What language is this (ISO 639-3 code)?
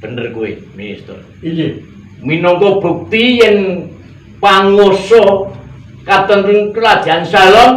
jav